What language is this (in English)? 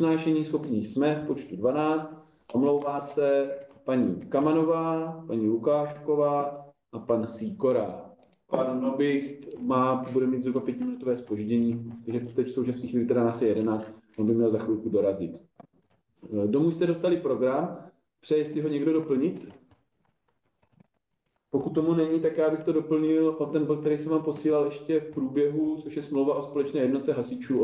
Czech